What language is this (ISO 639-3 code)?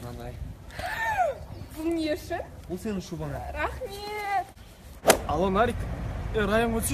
kaz